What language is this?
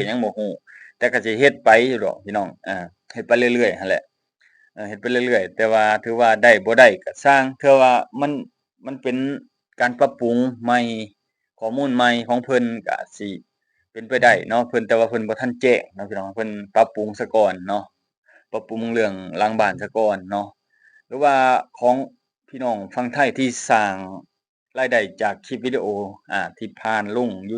Lao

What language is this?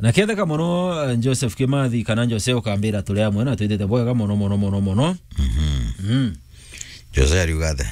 Meru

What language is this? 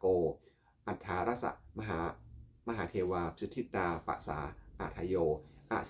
Pali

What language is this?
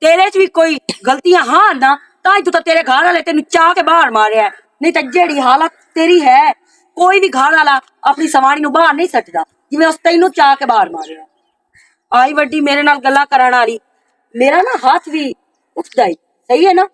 Western Panjabi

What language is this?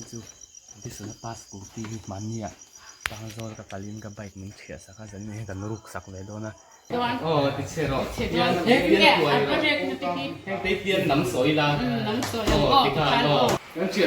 Mizo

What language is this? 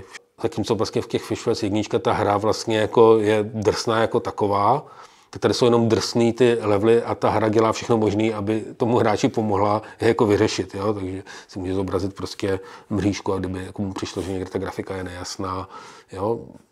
Czech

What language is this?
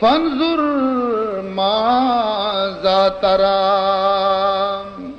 Baluchi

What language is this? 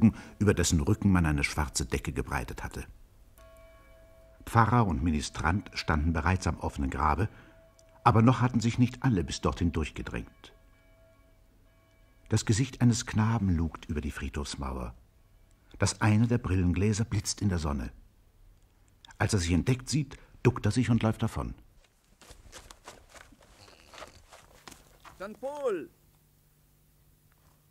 German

